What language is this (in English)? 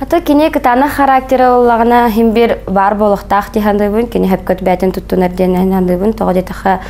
Yakut